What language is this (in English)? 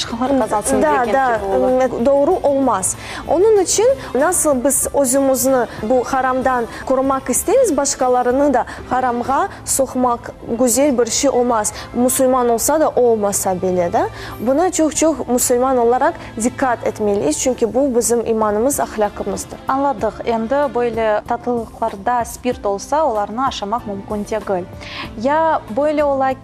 Crimean Tatar